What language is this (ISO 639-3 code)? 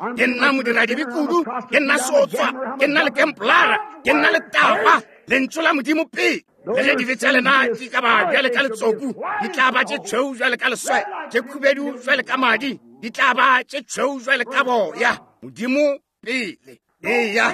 nso